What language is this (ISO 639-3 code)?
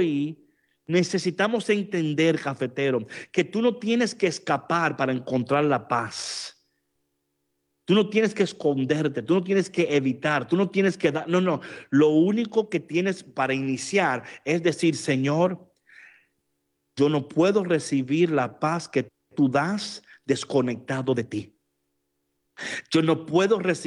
spa